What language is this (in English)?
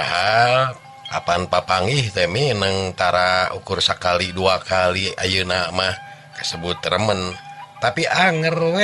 Sundanese